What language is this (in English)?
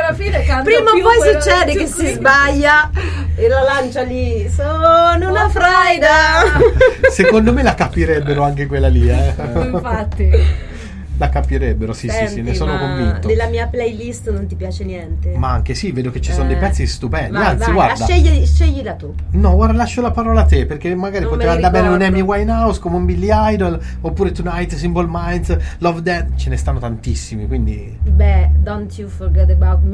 Italian